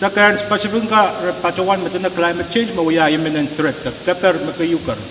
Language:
Pohnpeian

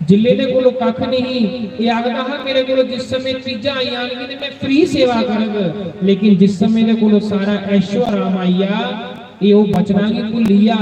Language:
Dogri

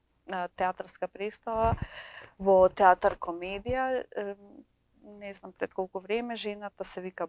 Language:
Macedonian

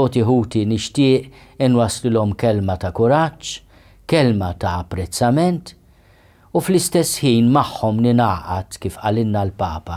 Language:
Maltese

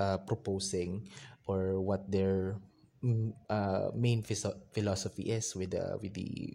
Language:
Filipino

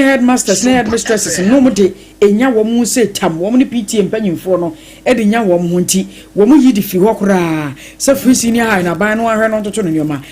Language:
Akan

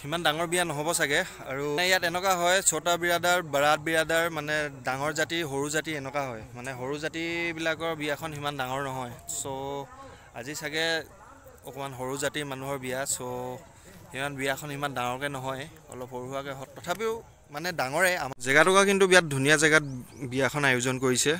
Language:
Assamese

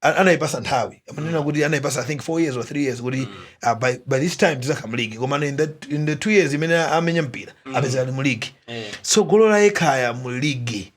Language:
Nyanja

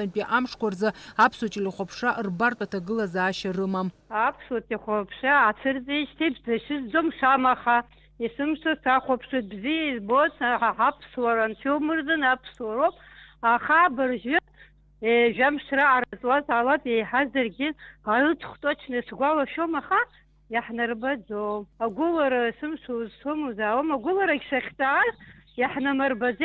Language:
Abkhazian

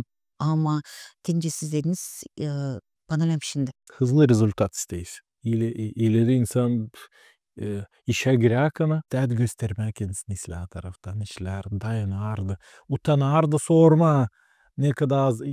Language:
Gagauz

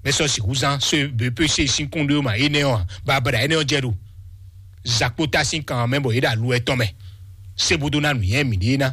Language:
Fon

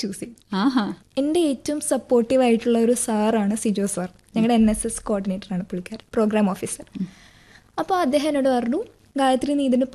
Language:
Malayalam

